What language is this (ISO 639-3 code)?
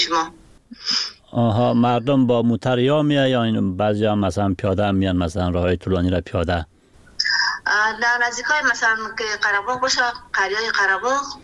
fas